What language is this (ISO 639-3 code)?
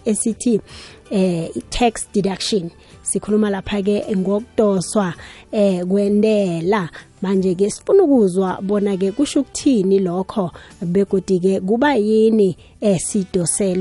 nbl